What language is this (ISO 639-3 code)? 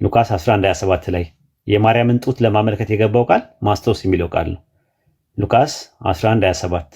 amh